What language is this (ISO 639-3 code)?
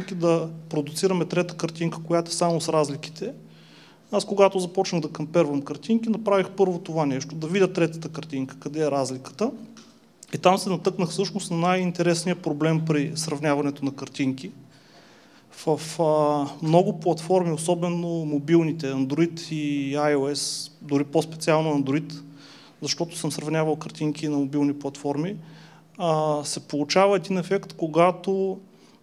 bul